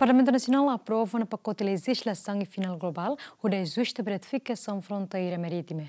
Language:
Tetum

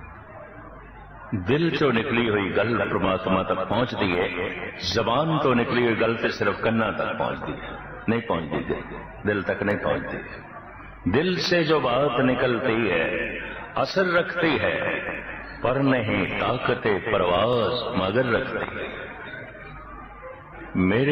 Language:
Punjabi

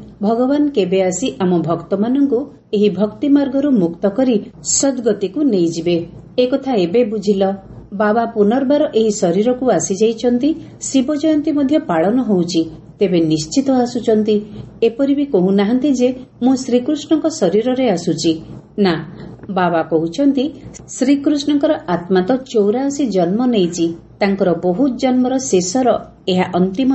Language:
Odia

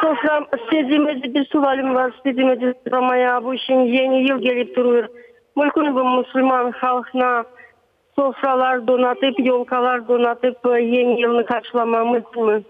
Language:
Crimean Tatar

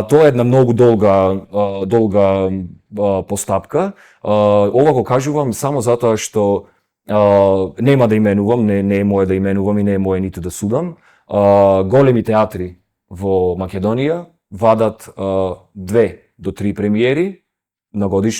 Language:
Macedonian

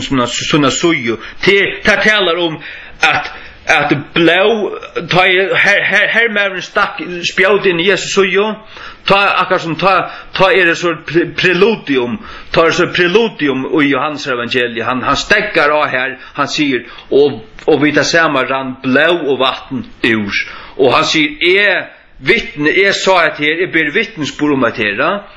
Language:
Faroese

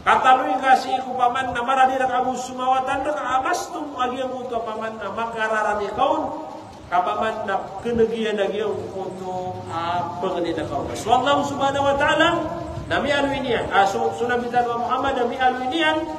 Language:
Maranao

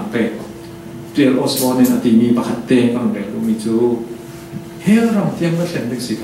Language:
Falam Chin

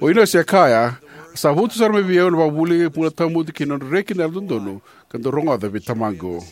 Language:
Fijian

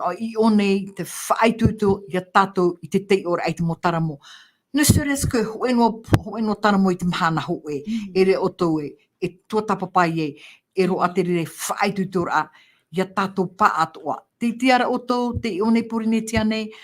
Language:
Tahitian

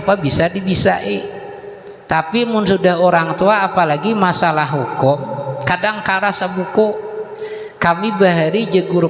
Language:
Banjar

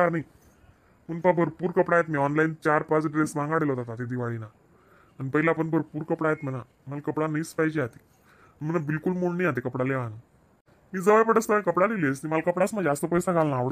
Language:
Khandesi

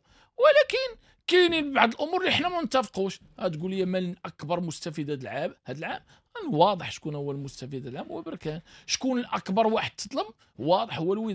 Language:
Moroccan Arabic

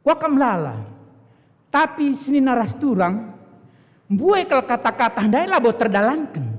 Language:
Batak Karo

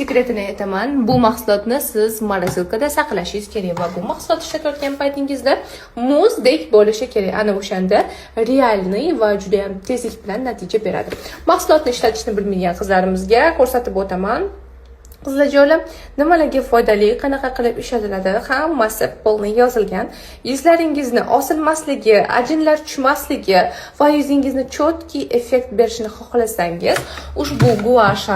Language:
Uzbek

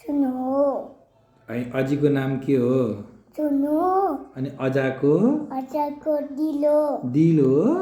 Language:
Nepali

